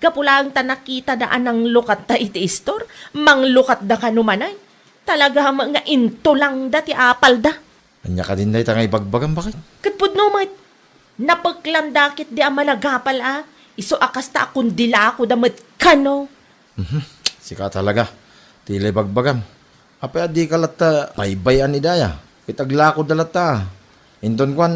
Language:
Iloko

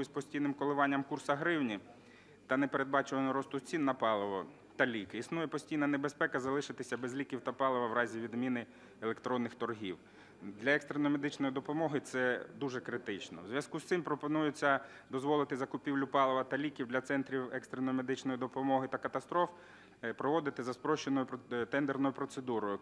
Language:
Ukrainian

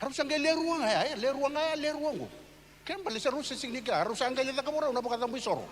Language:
Fijian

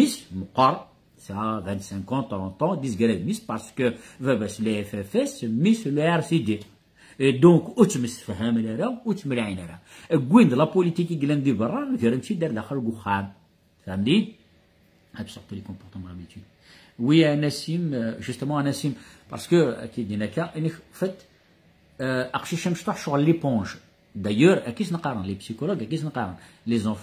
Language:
Kabyle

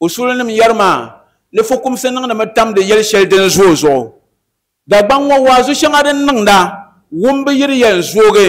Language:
Dagbani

